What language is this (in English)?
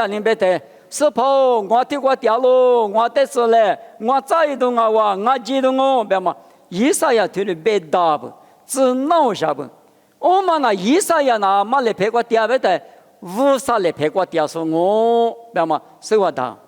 Lisu